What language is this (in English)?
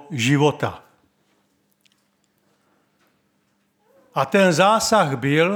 Czech